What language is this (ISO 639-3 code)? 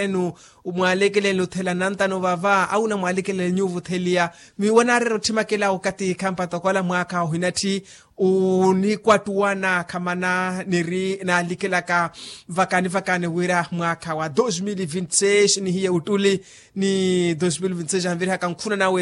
vmw